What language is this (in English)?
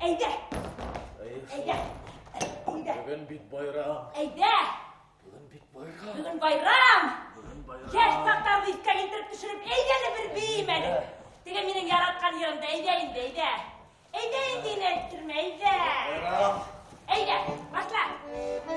Bashkir